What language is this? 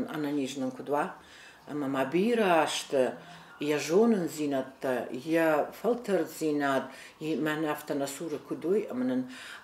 Ossetic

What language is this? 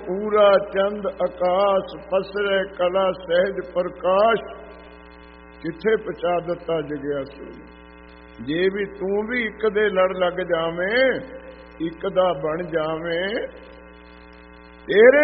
Punjabi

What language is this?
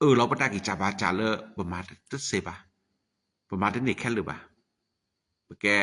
S'gaw Karen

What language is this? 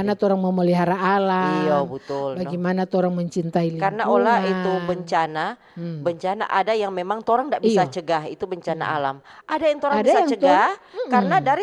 Manado Malay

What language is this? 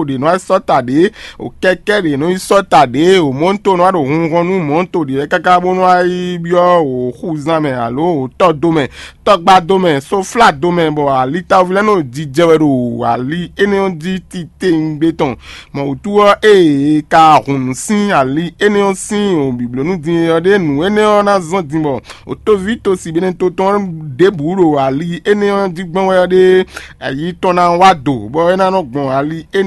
Fon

